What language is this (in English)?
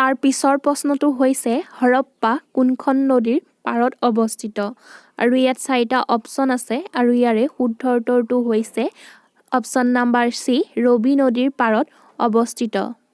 Assamese